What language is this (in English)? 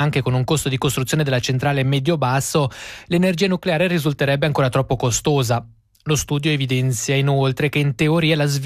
Italian